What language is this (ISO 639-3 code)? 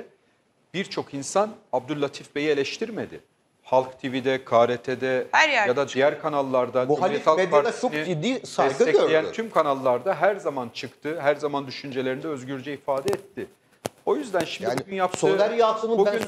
tur